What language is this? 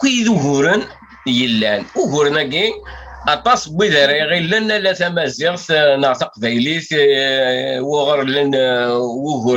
Kabyle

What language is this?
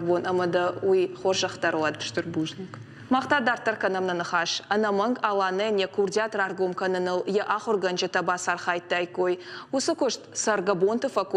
Ossetic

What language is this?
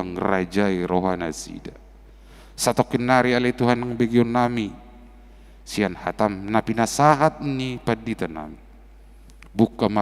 Batak Toba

